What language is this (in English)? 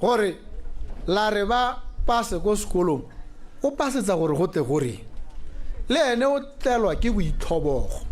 Tswana